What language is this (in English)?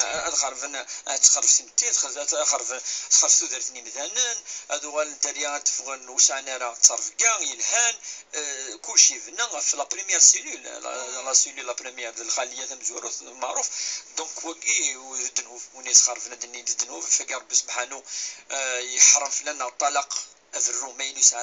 Kabyle